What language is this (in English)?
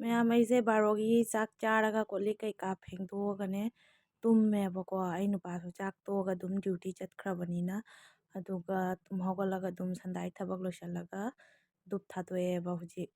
Manipuri